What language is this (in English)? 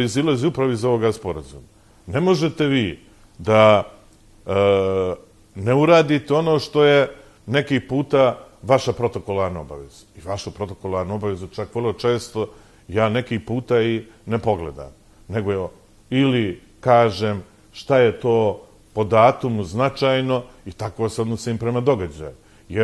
Bosnian